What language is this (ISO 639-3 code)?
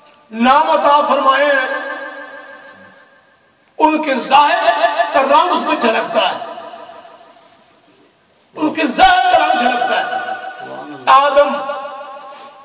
urd